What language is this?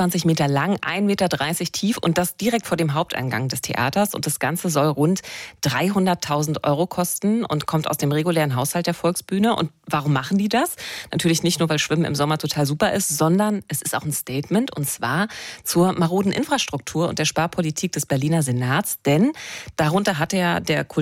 German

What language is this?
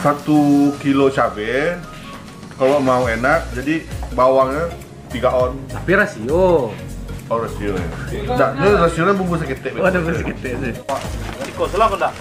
Minangkabau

